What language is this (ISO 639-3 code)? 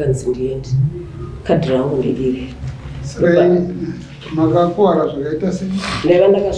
sna